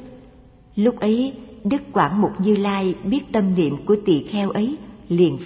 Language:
Vietnamese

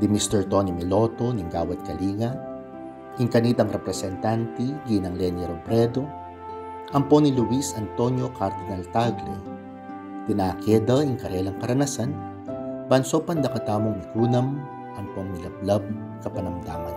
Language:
Pampanga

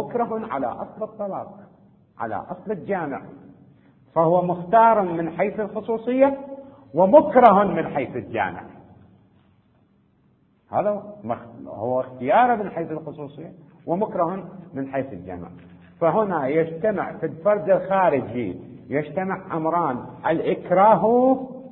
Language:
Arabic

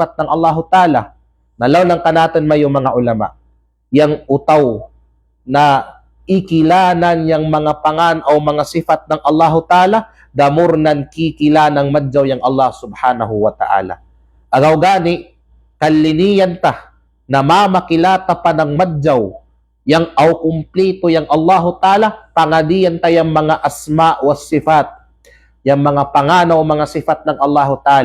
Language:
Kalagan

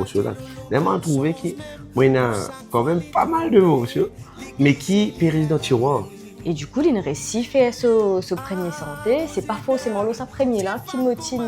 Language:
Morisyen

